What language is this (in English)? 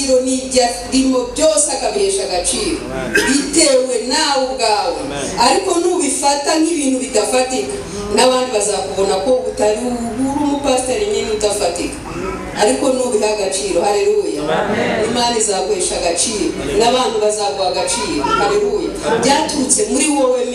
Kinyarwanda